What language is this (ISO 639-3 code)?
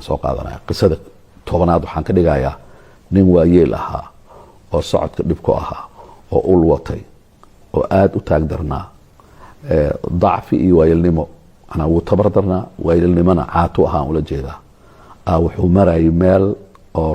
som